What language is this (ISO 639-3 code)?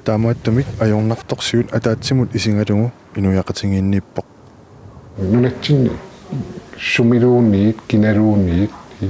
kal